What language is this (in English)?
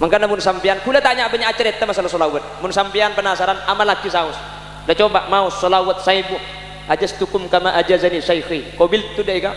Madurese